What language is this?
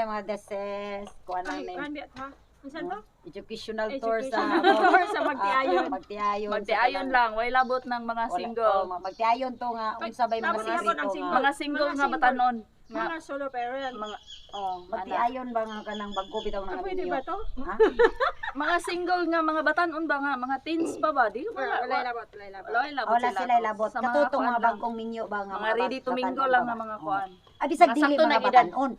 Cebuano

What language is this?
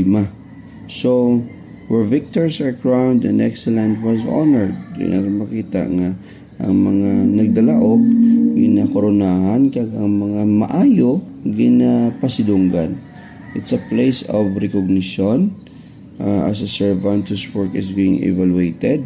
Hiligaynon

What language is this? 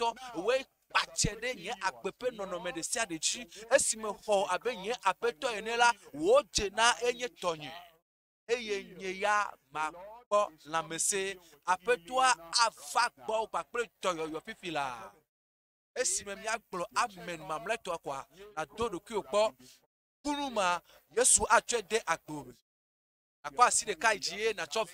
Ewe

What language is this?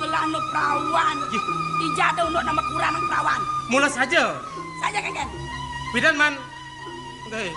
Balinese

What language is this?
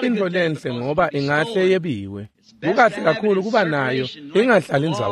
Swati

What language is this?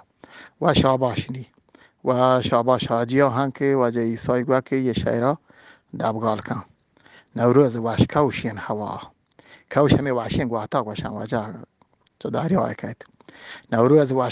Eastern Balochi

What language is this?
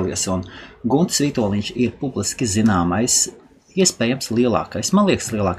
Latvian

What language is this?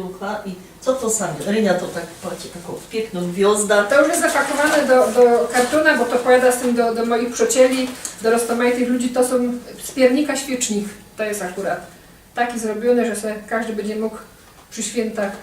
Silesian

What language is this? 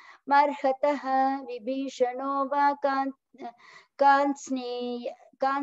Sanskrit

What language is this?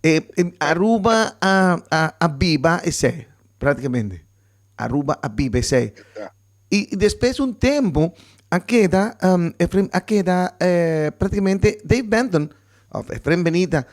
Papiamento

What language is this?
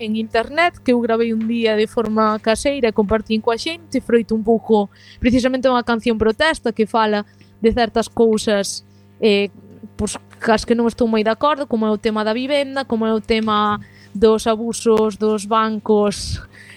Galician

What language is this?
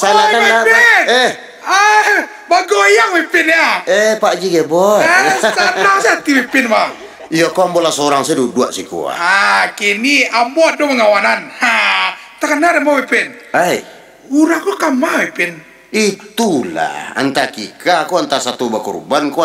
Minangkabau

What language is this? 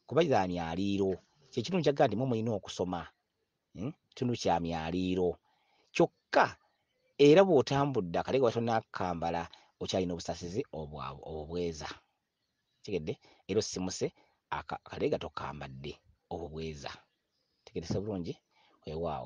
Ganda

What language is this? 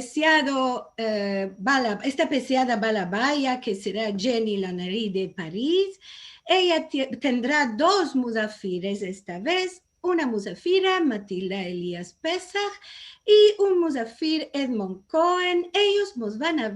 Ladino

